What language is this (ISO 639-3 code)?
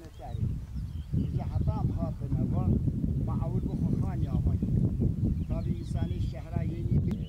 kur